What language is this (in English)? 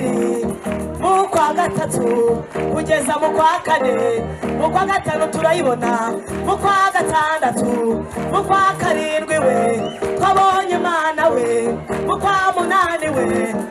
Kinyarwanda